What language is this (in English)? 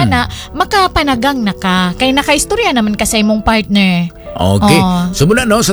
Cebuano